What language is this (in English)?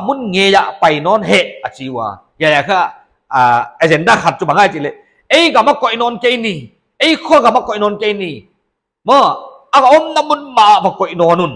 Paite Chin